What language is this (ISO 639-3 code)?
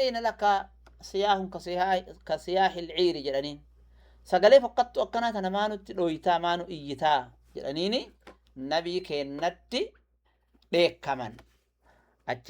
orm